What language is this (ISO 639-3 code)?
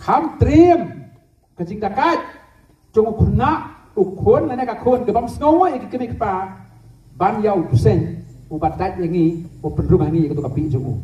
kha